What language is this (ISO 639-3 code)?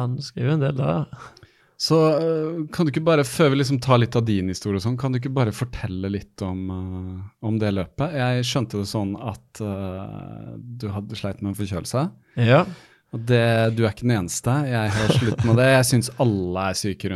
nor